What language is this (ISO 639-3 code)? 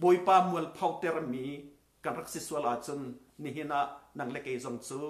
cnh